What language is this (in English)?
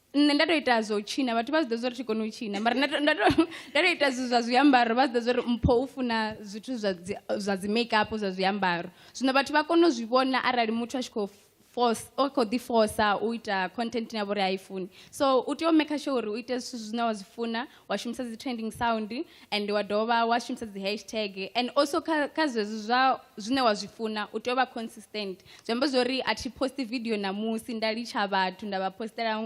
Venda